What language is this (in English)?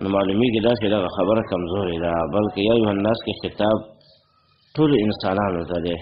Pashto